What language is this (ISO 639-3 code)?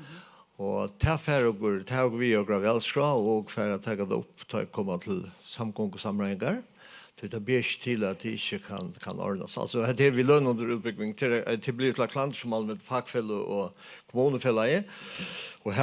fao